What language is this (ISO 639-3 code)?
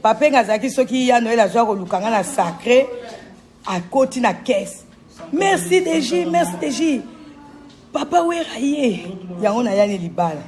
lin